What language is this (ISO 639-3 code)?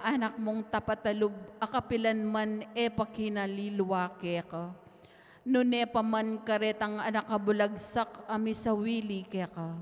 pam